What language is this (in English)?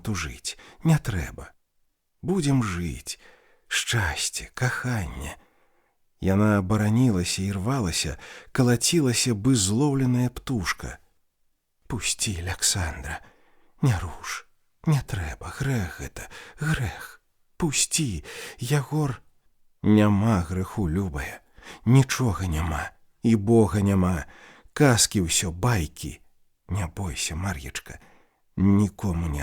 Belarusian